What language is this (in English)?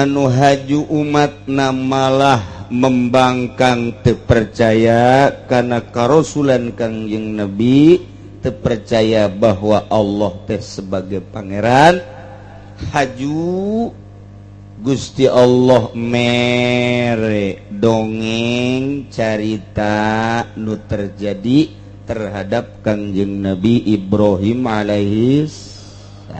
Sundanese